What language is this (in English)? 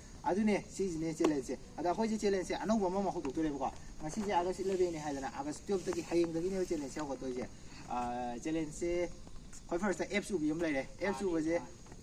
Manipuri